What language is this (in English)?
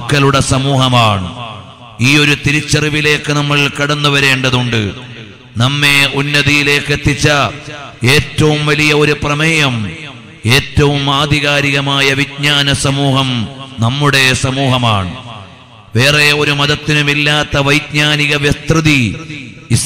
Malayalam